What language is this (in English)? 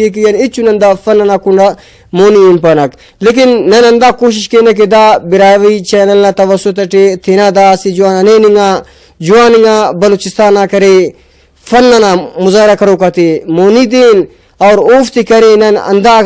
Brahui